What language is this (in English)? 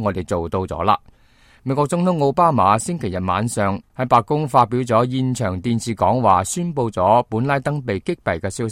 Cantonese